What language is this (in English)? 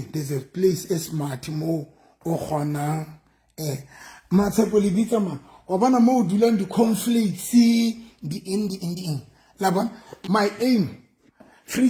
Southern Sotho